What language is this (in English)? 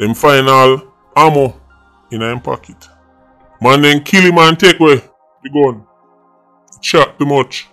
Jamaican Creole English